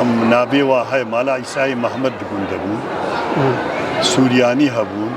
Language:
Kurdish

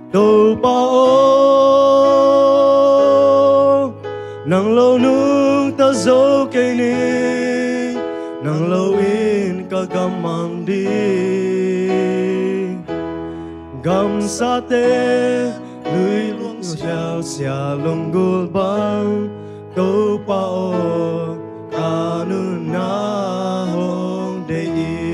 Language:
Tedim Chin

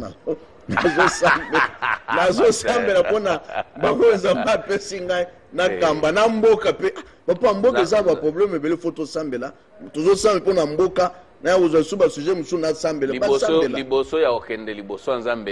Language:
Lingala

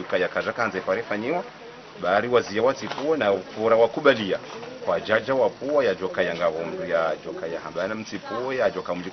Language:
Ngazidja Comorian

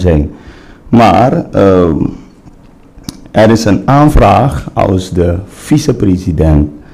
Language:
Dutch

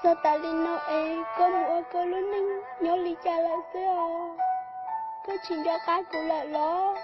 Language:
Hmong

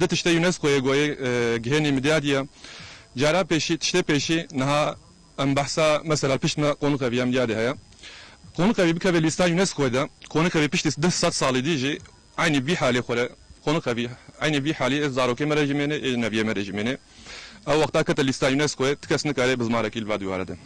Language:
Kurdish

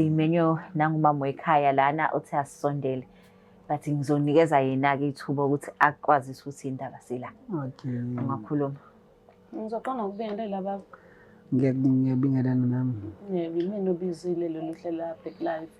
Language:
Zulu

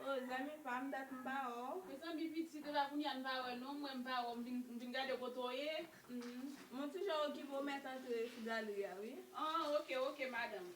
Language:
Haitian Creole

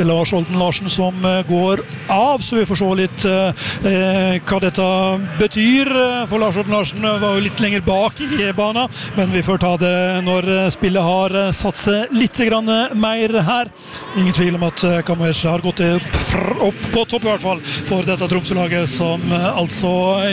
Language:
Norwegian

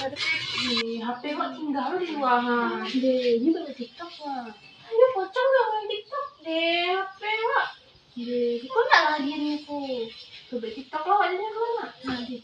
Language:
Minangkabau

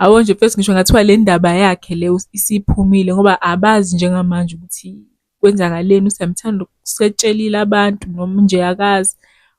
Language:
Zulu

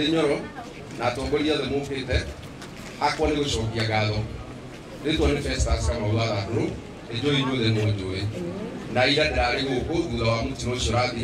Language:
Kikuyu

